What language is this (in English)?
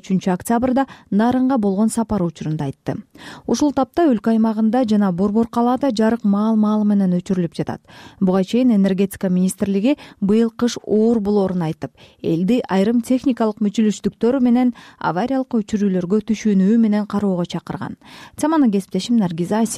Kyrgyz